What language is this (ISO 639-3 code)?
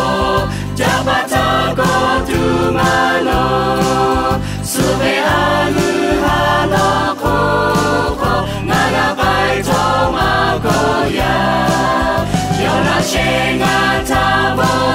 lhu